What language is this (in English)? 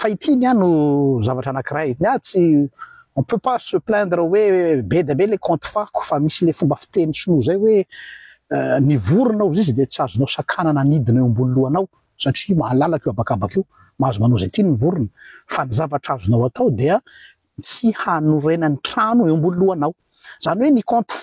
Malagasy